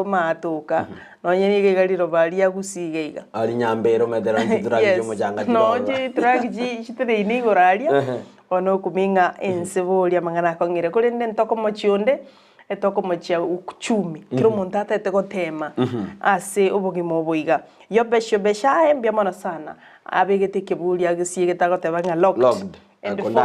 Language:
Gusii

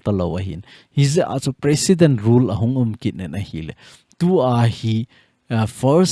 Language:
Thado Chin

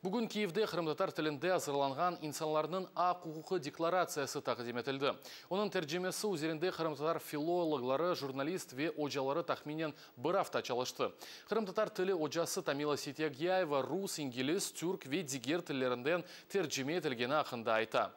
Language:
Crimean Tatar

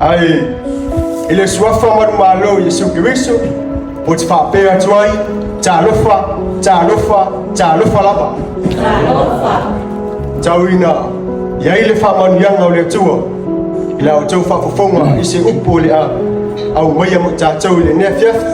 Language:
Samoan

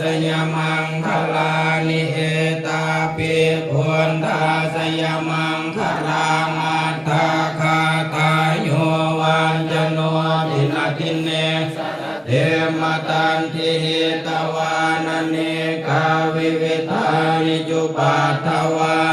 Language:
Pali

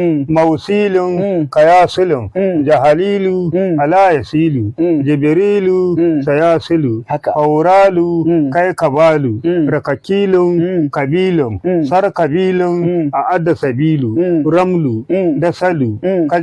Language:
Hausa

